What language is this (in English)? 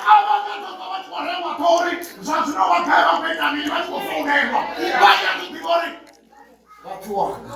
Venda